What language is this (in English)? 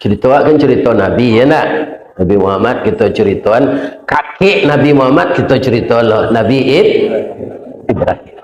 Minangkabau